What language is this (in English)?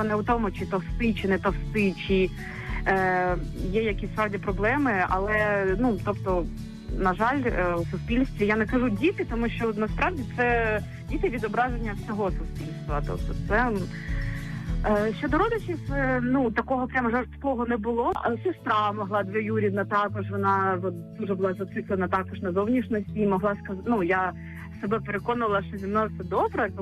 Ukrainian